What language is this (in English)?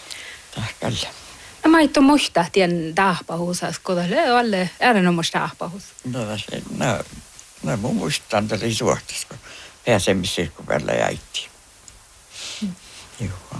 Northern Sami